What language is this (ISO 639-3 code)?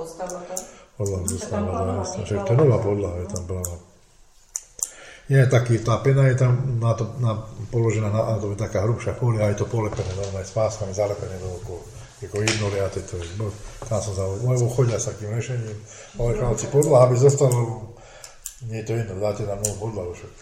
slk